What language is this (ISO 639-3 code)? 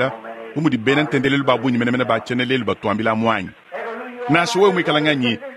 lua